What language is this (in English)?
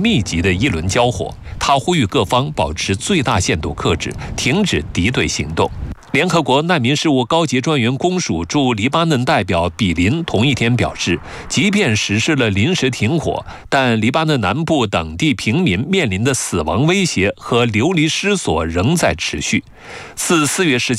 Chinese